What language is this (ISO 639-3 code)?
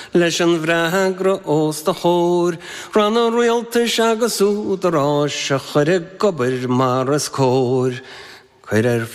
gle